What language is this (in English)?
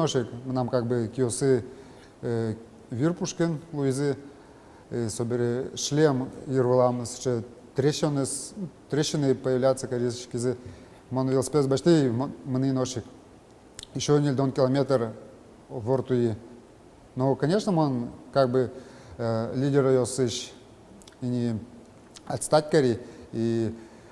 Udmurt